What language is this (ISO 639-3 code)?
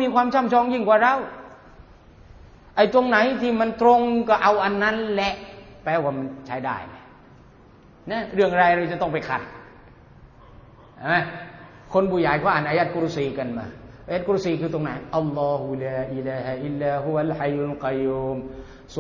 tha